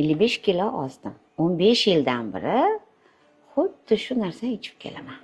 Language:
Uzbek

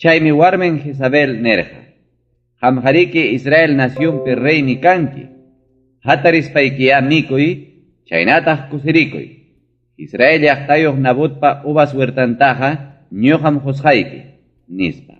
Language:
Ayacucho Quechua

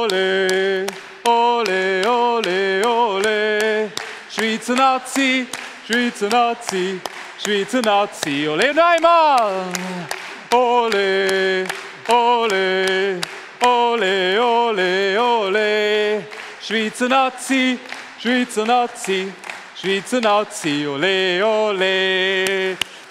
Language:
Swiss German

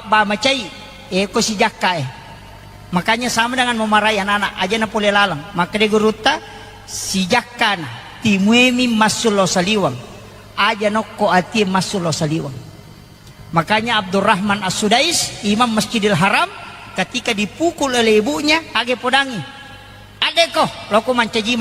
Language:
Buginese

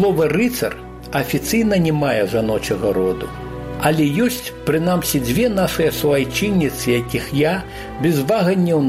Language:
Belarusian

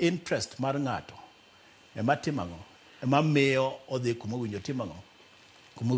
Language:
Luo (Kenya and Tanzania)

